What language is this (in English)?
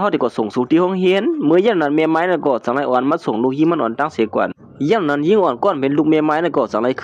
Shan